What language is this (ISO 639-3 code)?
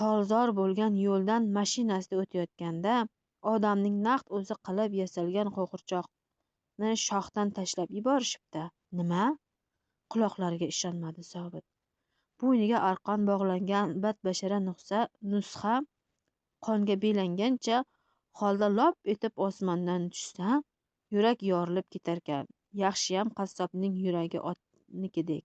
uzb